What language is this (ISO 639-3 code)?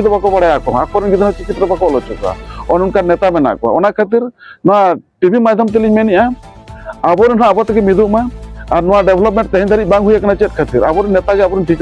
sat